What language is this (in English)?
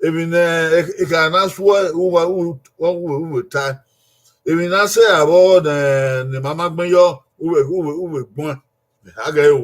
Bini